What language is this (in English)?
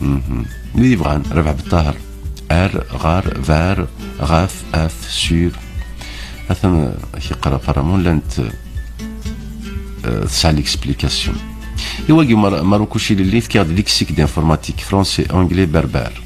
Kabyle